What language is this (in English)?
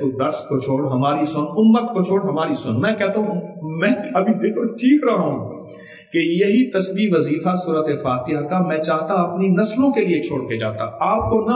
Urdu